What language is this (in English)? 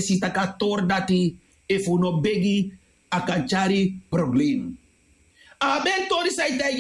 Sranan Tongo